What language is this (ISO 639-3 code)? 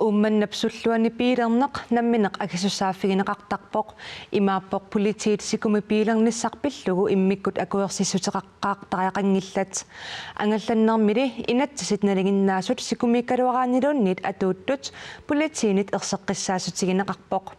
kal